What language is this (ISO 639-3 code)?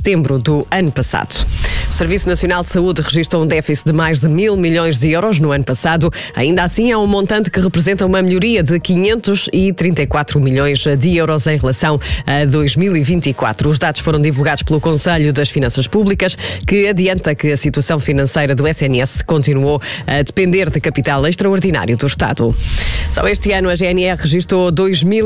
por